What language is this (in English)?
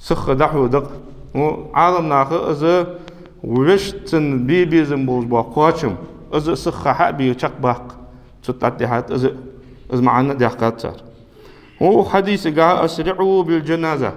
Ingush